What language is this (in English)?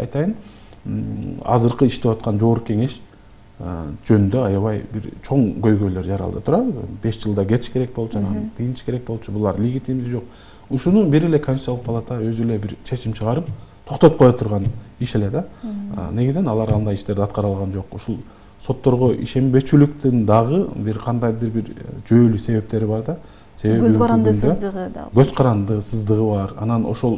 Kyrgyz